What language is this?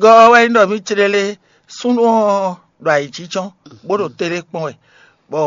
Fon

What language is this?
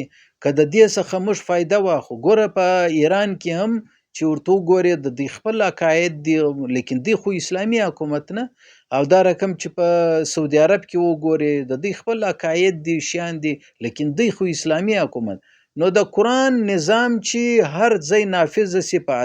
Pashto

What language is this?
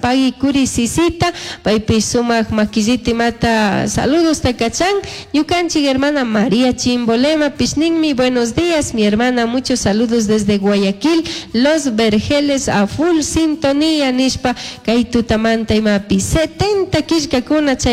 Chimborazo Highland Quichua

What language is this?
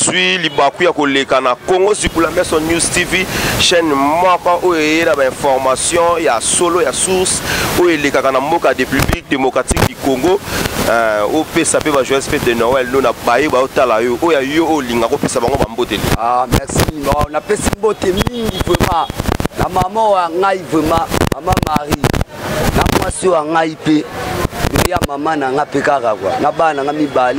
Lingala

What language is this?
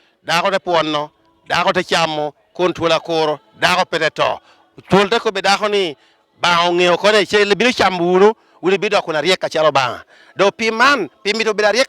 Lango (Uganda)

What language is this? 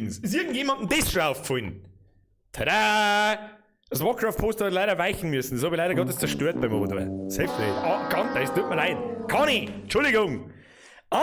Bavarian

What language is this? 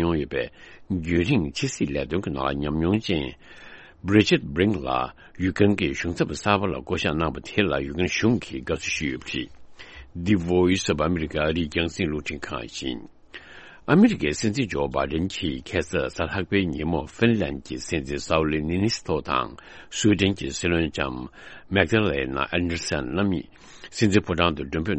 Tibetan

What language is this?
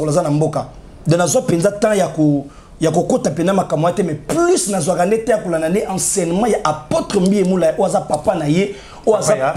Lingala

